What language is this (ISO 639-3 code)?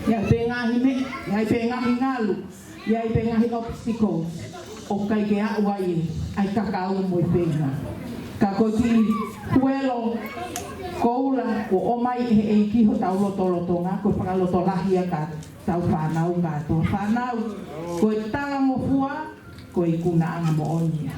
ton